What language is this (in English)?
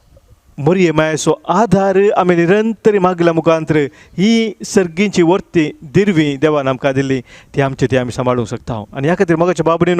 Konkani